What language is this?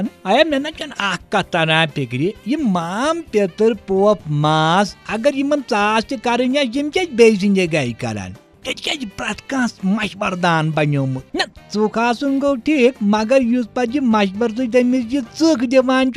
Kashmiri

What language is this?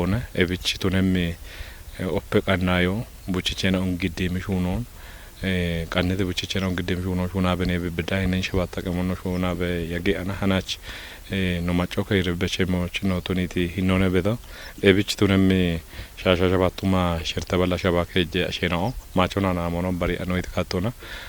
Kafa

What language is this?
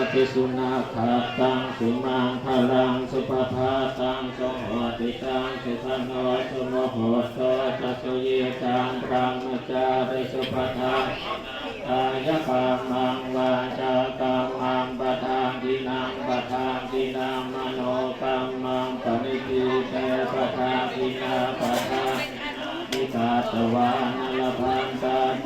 Pali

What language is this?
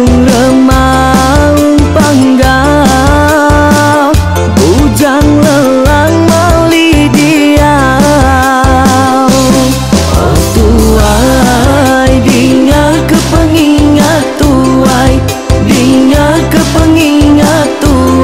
Iban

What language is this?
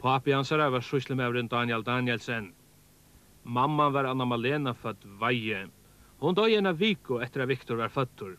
Faroese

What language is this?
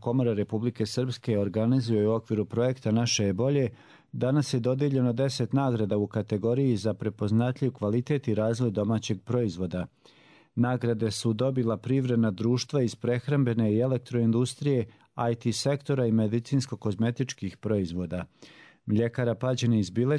Croatian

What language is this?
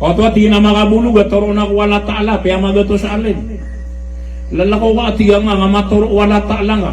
Maranao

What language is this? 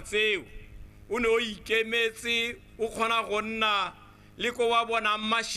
Tswana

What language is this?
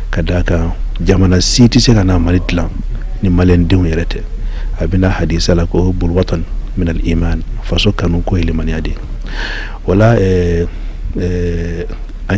Bambara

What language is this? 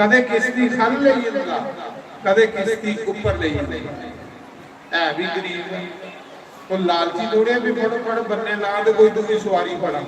Dogri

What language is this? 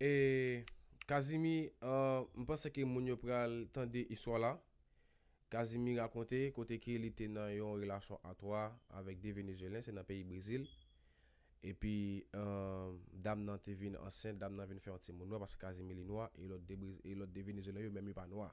Haitian Creole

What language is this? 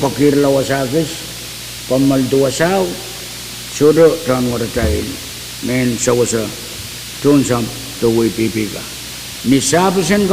Pohnpeian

